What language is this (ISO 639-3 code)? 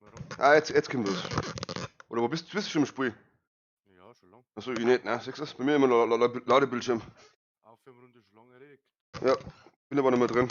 bar